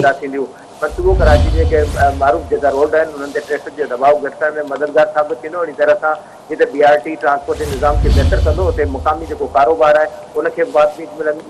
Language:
Sindhi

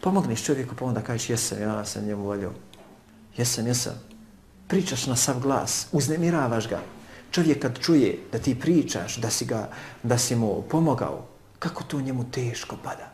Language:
Bosnian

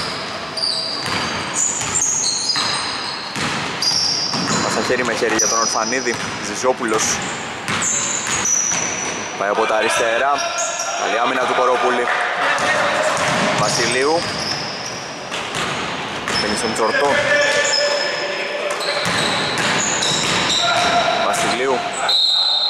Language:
Greek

